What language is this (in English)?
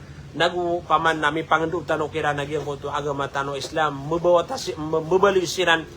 Maranao